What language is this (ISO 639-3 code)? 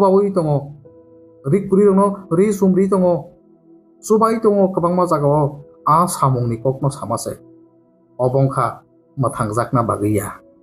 trp